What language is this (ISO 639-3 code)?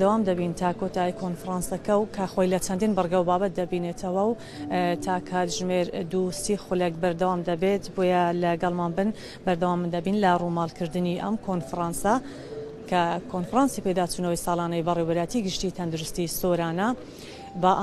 ckb